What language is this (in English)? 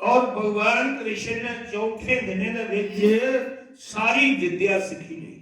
Dogri